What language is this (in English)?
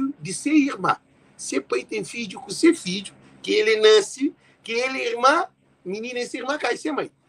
Kabuverdianu